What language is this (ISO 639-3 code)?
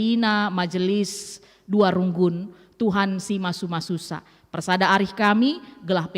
btx